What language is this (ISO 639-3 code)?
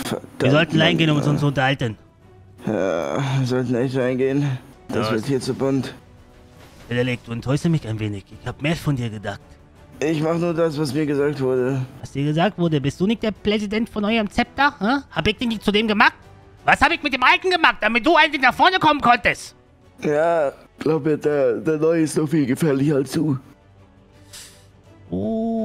deu